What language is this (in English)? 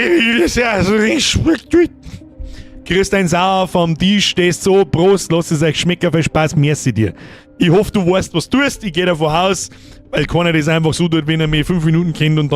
Bavarian